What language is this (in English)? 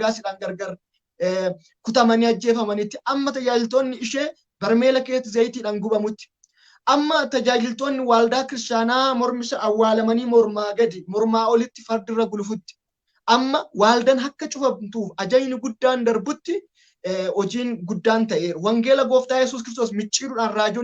Oromo